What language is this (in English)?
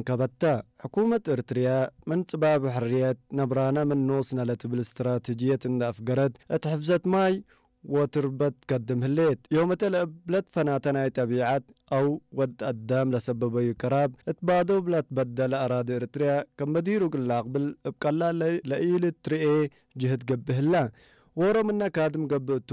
Tigre